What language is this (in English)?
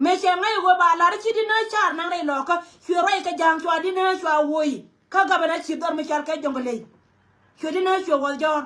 Nuer